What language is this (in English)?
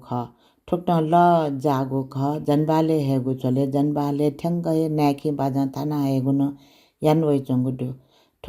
Newari